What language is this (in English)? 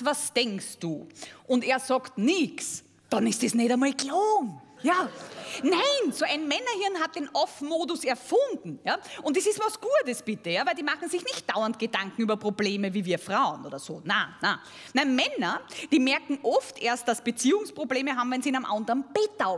German